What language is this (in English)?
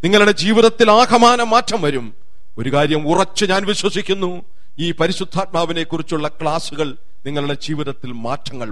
Malayalam